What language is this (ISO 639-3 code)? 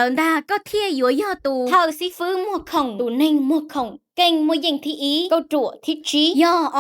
hmn